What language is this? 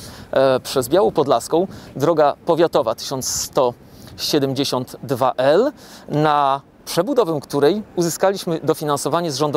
Polish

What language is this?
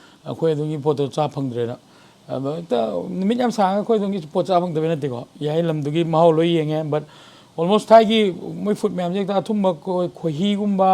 Manipuri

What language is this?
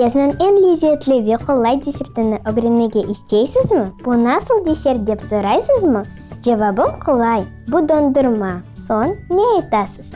Crimean Tatar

